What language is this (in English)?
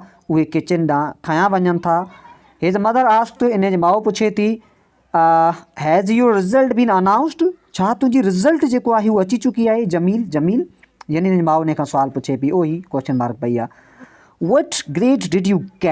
Sindhi